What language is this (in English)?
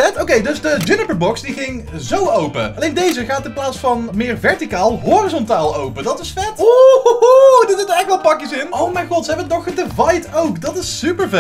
Dutch